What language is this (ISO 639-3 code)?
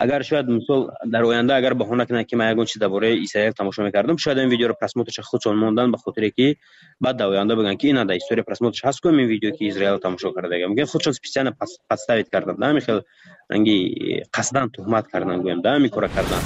tgk